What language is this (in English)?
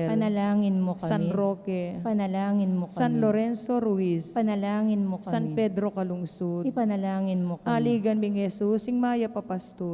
Pampanga